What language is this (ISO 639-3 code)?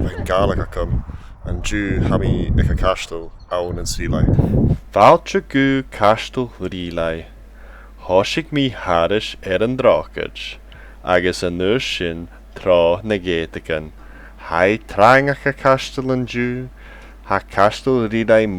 gla